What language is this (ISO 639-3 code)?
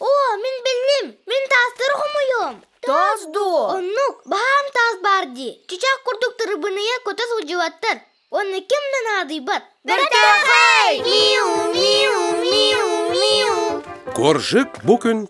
sah